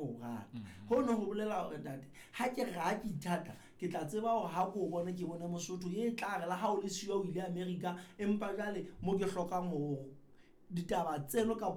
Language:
Southern Sotho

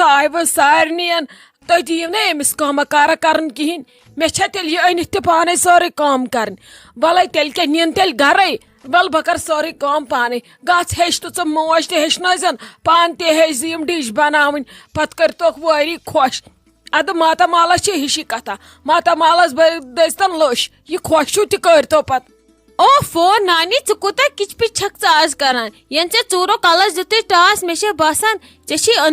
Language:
Kashmiri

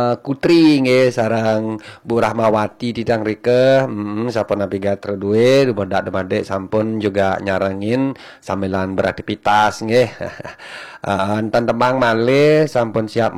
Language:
Balinese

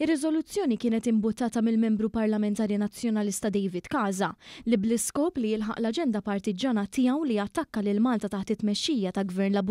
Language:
Maltese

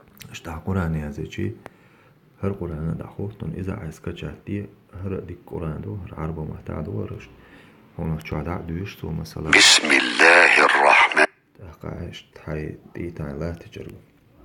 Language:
Chechen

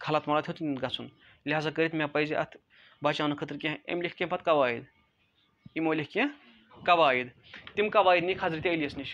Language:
Kashmiri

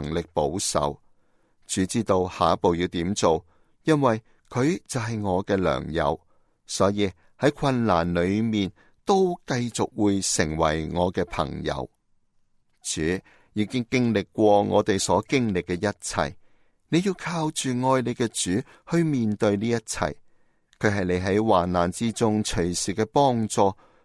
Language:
Cantonese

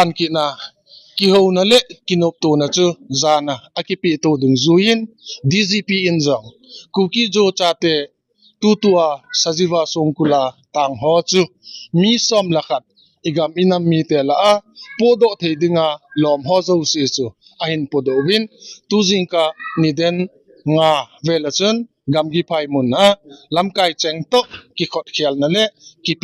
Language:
Thado Chin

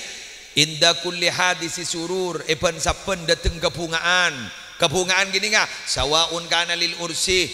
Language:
Madurese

